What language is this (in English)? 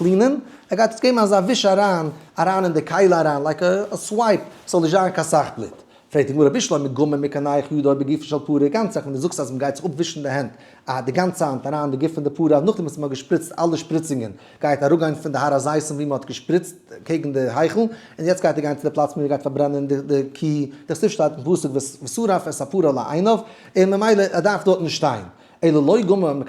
Yiddish